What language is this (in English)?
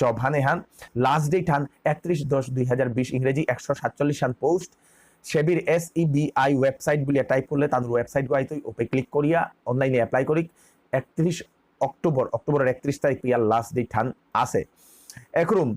Bishnupriya